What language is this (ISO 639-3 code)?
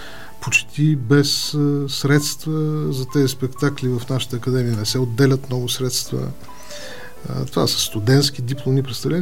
bul